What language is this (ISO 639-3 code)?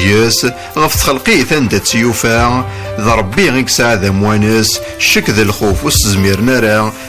kab